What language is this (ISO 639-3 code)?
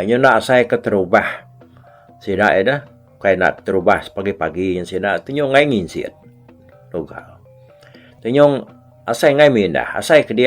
iba